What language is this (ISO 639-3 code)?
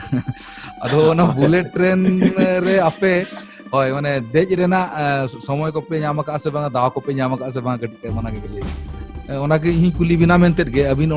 sat